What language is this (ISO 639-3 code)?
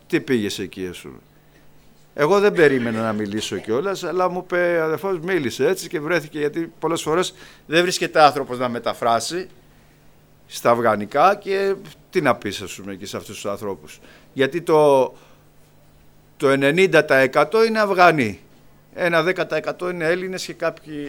ell